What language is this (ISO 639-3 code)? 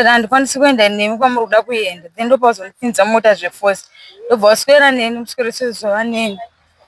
sna